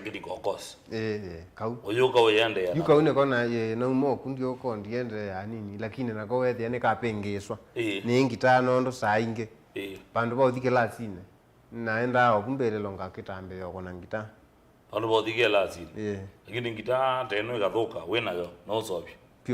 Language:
Kamba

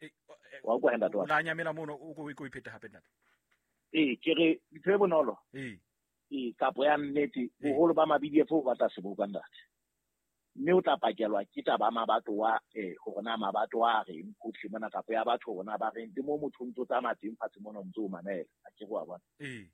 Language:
Southern Sotho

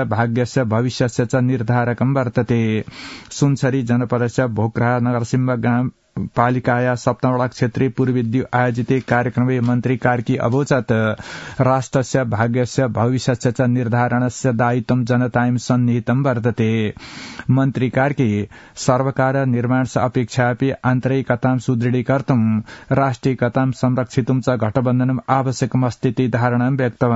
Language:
Sanskrit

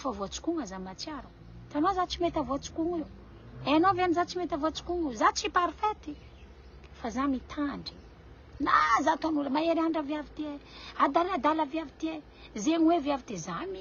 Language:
Malagasy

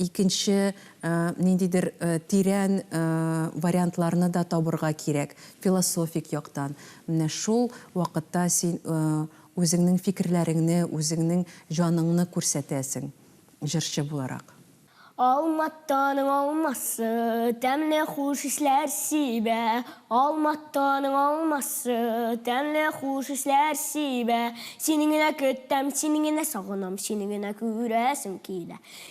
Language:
Tatar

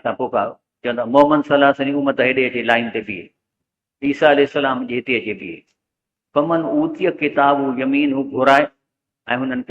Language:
Sindhi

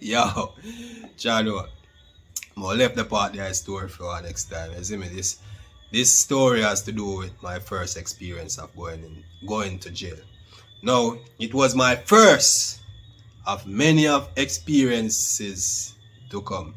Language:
Jamaican Creole English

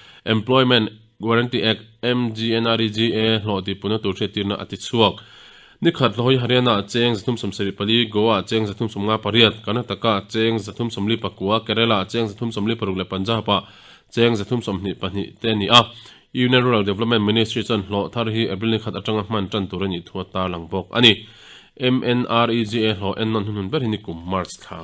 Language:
Mizo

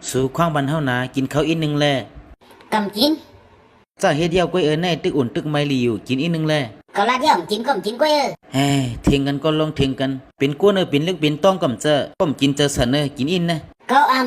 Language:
Shan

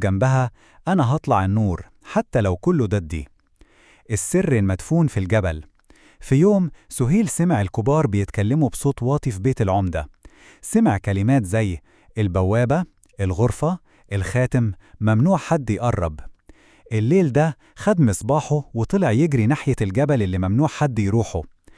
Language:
Egyptian Arabic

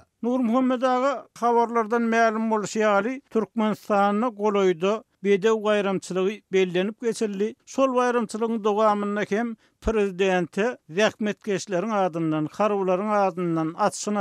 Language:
Turkmen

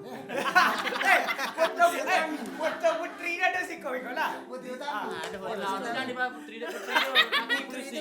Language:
Minangkabau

